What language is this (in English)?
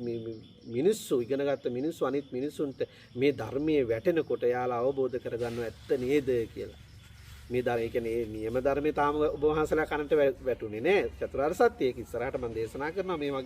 Sinhala